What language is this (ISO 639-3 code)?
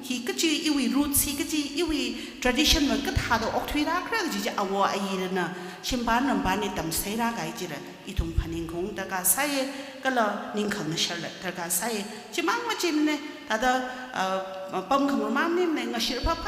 nmf